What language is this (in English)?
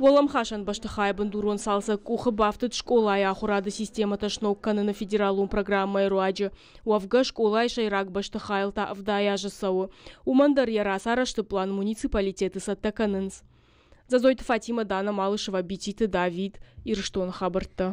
Ossetic